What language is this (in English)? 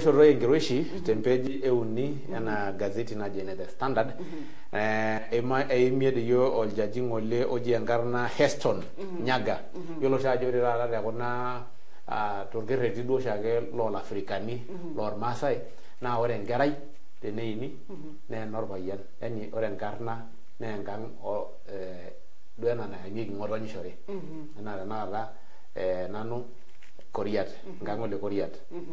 Masai